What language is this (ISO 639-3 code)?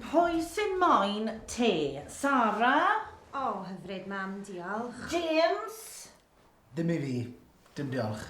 cym